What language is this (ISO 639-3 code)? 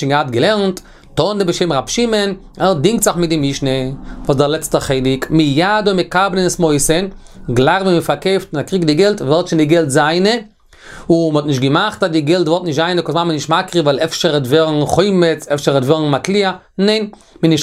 yid